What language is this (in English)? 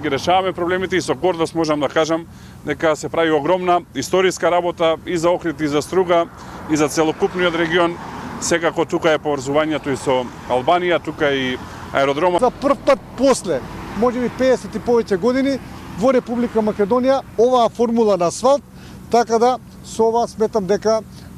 Macedonian